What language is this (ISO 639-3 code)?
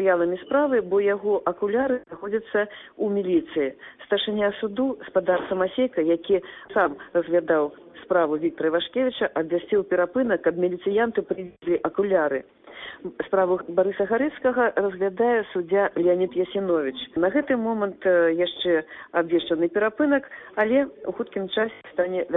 bel